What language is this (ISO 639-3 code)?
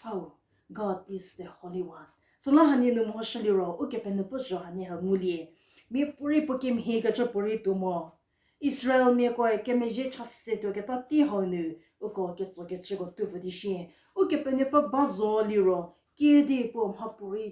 njm